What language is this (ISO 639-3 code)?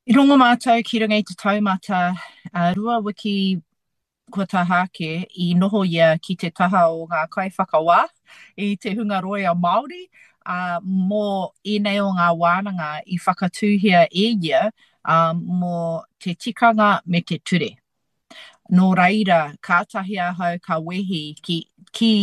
mri